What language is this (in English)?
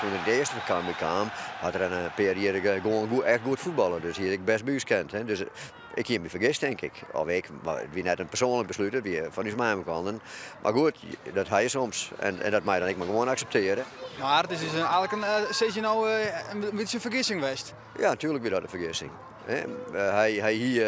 Western Frisian